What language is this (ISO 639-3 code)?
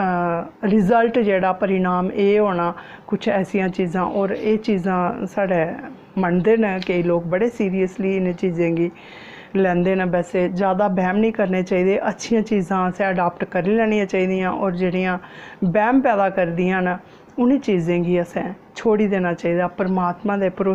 doi